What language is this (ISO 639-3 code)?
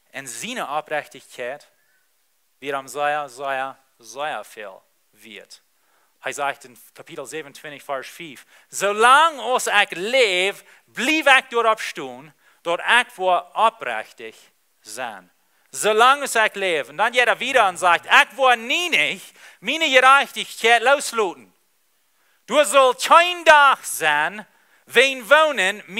pdt